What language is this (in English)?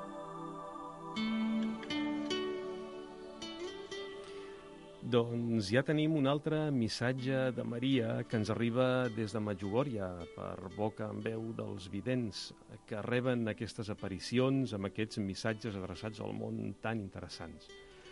Catalan